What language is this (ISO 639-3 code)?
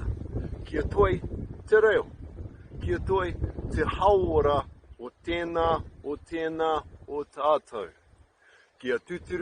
mri